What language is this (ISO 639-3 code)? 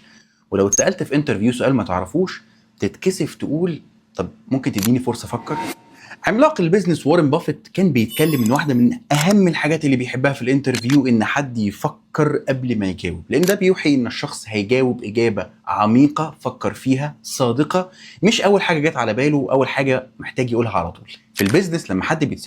arz